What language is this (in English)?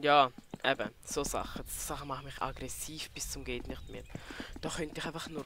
Swiss German